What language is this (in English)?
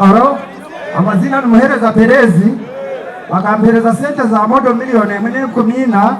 Nyankole